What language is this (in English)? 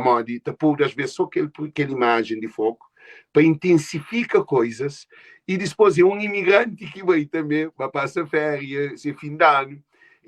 Kabuverdianu